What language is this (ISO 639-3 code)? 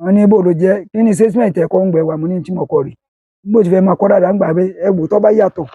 yor